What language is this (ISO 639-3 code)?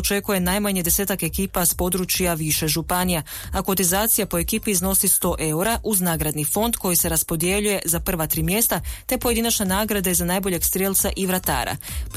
hrv